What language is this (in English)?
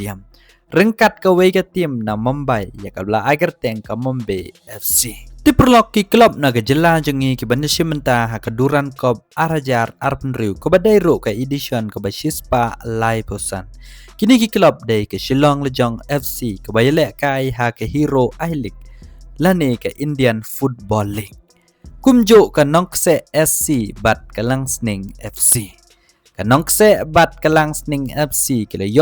Khasi